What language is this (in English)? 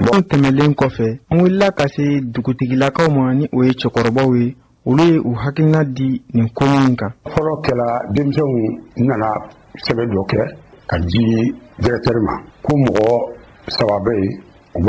Bambara